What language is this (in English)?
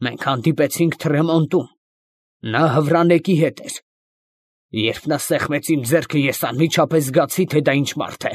Armenian